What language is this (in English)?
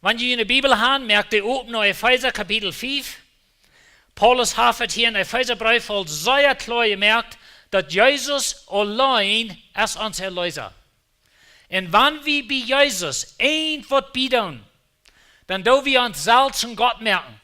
Plautdietsch